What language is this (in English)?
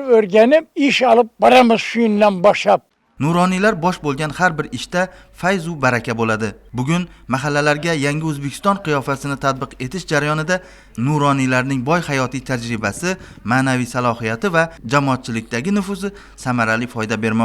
Uzbek